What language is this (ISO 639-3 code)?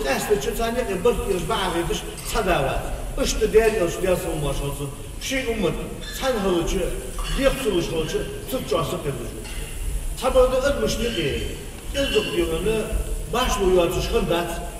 inh